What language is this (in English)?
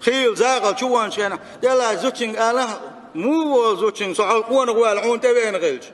Chechen